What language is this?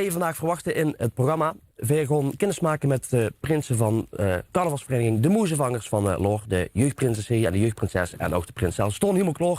Limburgish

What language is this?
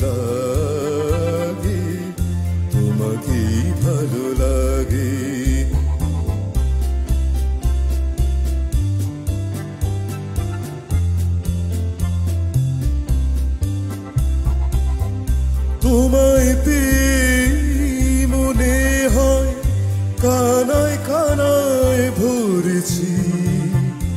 Bangla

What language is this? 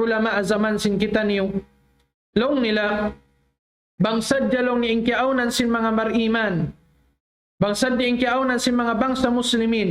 Tausug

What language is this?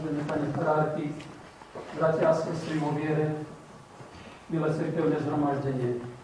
Slovak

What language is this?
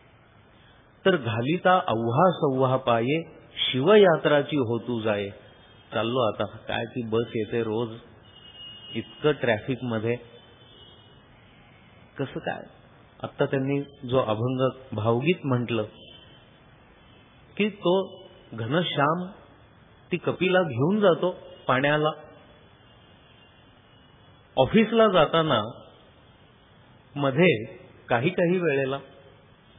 Marathi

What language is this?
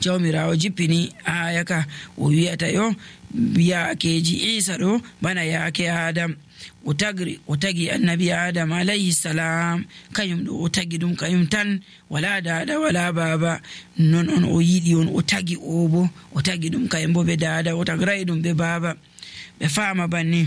Nigerian Fulfulde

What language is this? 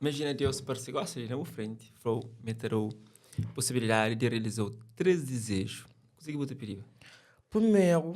Kabuverdianu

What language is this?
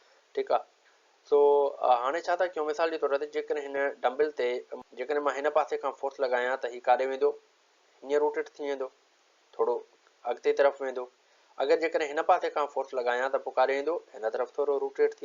Sindhi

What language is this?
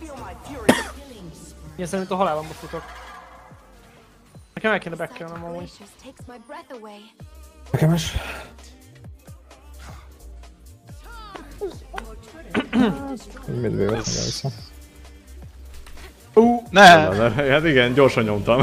Hungarian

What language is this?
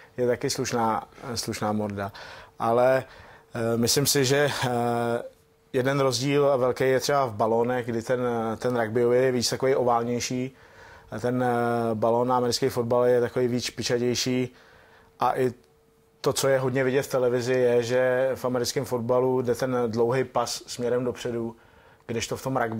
Czech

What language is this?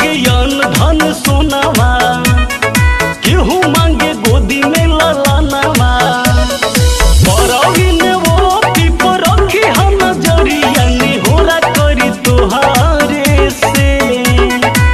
Bhojpuri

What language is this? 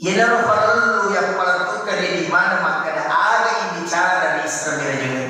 Buginese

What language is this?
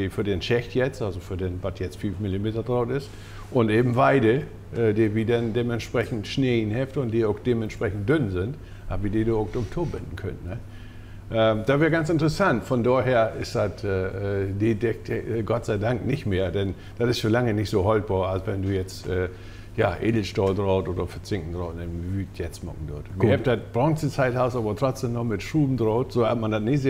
Low German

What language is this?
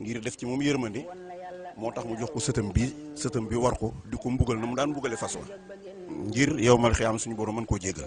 Wolof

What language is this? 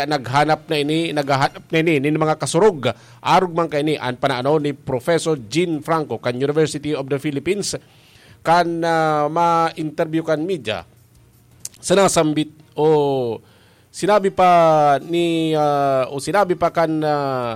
Bikol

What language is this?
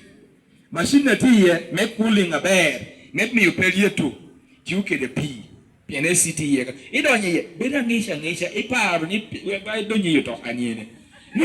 Lango (Uganda)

